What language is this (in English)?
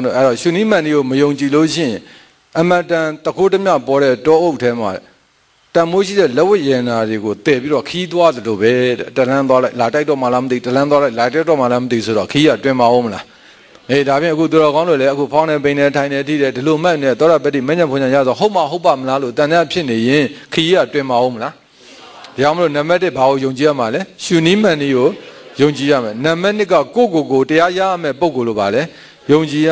Burmese